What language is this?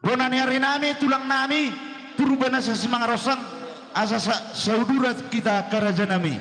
Batak Toba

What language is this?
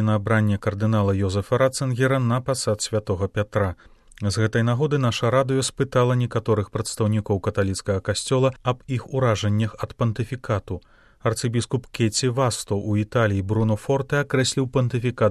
Belarusian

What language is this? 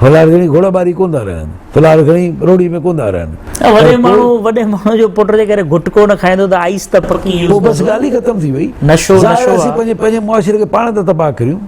Sindhi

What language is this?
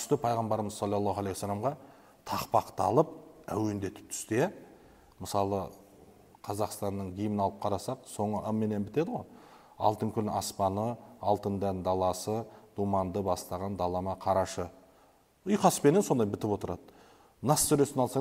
Kazakh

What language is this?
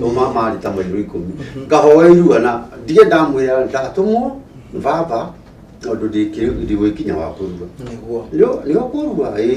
Kikuyu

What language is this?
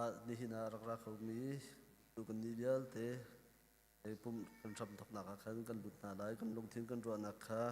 Hakha Chin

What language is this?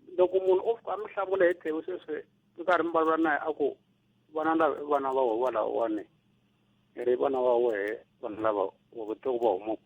Tsonga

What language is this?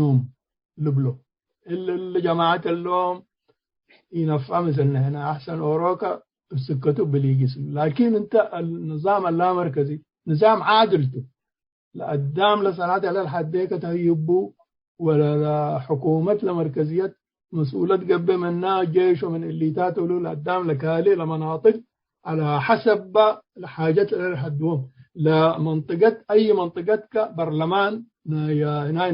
Tigre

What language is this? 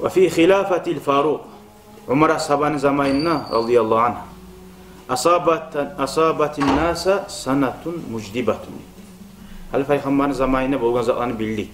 Kumyk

